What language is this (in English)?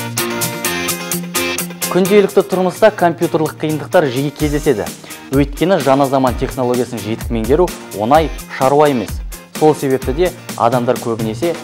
Kazakh